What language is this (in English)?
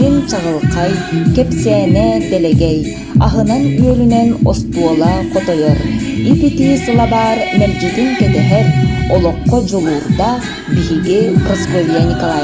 Yakut